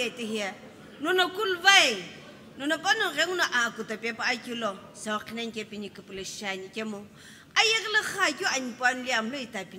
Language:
Sumi Naga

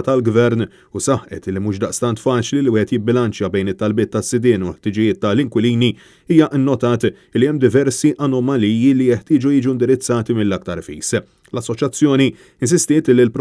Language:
Maltese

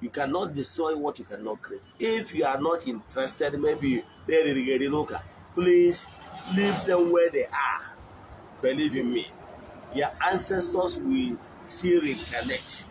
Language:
Igbo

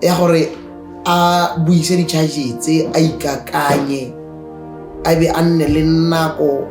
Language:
Tswana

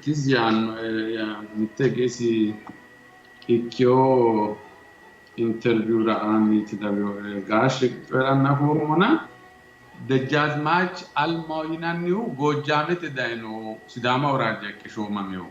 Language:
Sidamo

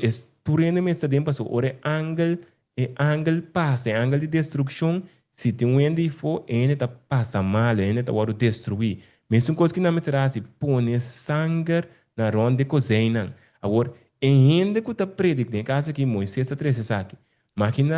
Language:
Papiamento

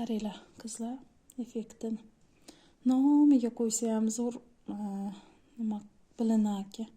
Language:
Uzbek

